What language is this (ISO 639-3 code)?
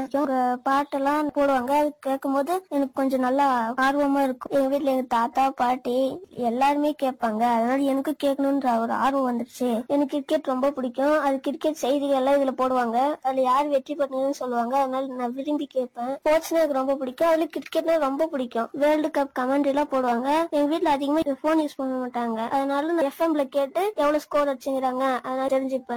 tam